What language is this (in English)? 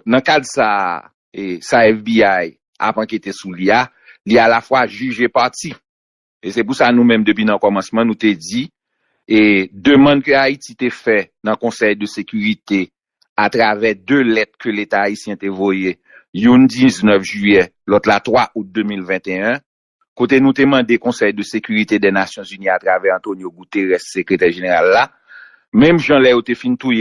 Haitian Creole